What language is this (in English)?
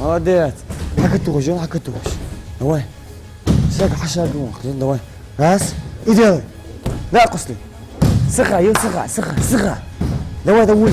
Ingush